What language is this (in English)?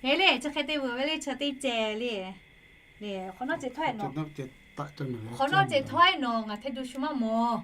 Lahu